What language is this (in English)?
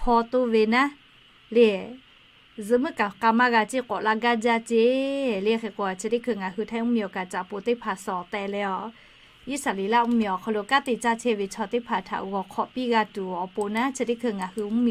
Lahu